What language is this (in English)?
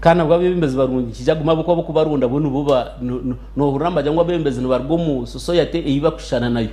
Nyankole